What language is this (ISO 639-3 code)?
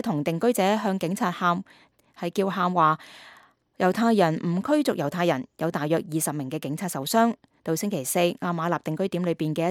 yue